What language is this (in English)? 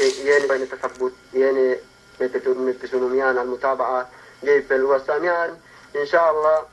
Yakan